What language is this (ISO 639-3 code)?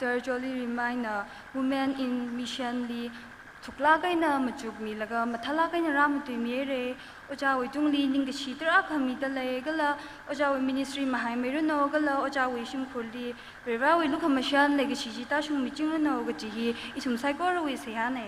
nmf